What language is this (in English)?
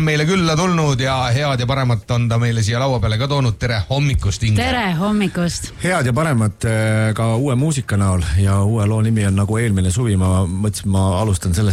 Estonian